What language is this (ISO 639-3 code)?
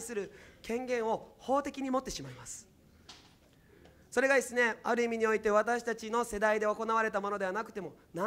jpn